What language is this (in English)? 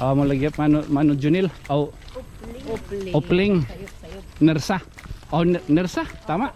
Waray